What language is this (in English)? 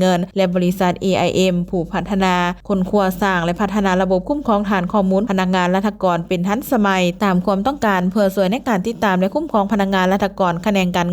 Lao